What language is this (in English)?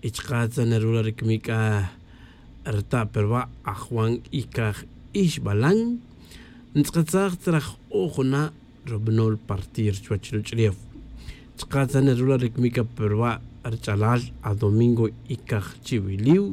Tz'utujil